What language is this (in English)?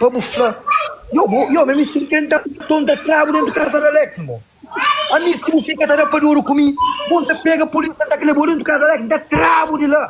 Kabuverdianu